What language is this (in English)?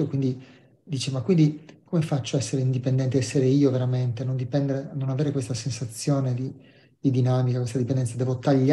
Italian